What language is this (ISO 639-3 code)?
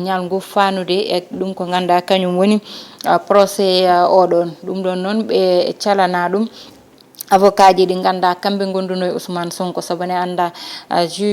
ful